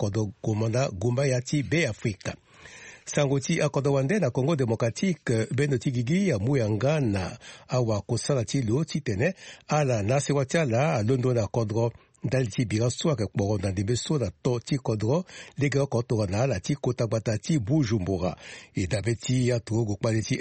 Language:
Sango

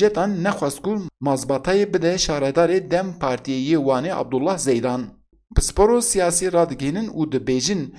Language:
Kurdish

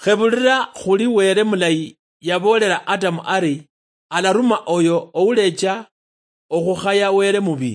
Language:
Luyia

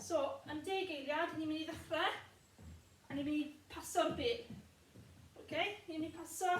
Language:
Welsh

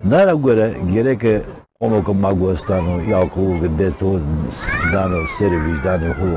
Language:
Zaza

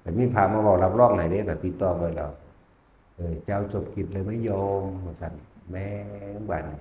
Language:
Northeastern Thai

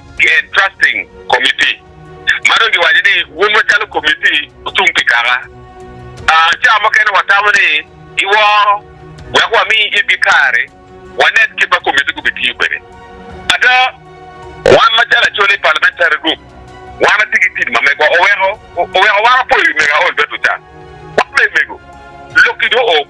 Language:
Acoli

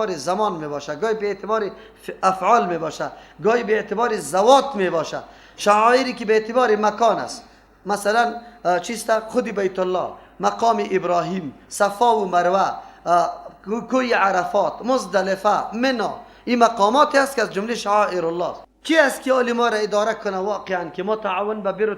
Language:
Persian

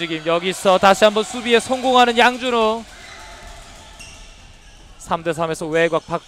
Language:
Korean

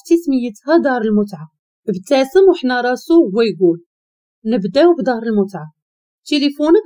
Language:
Moroccan Arabic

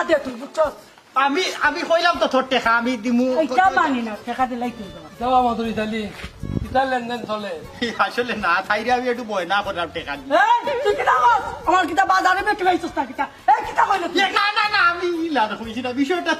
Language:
Sylheti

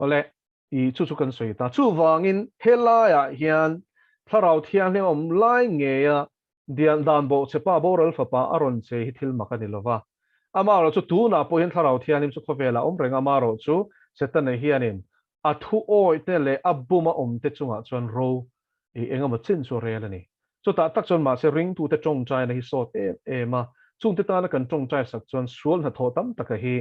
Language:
Mizo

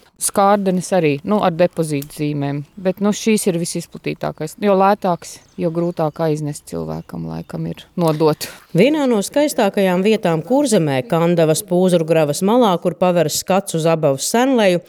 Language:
Latvian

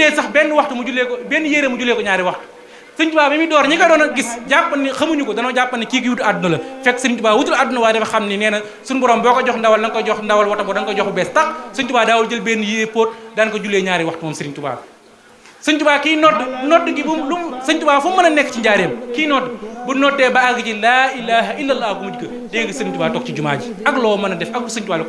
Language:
Wolof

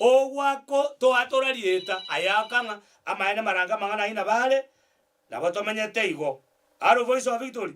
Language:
Gusii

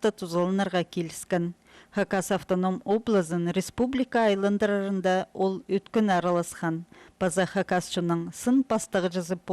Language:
Khakas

